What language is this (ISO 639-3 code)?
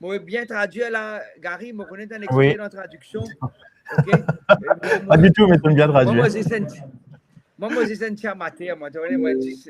mfe